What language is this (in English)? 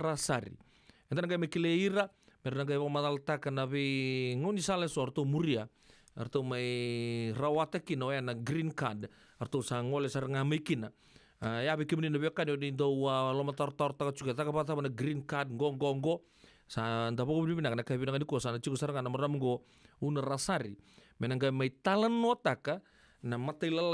Fijian